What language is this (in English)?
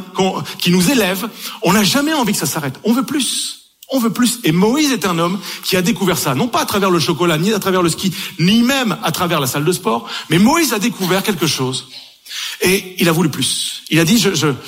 French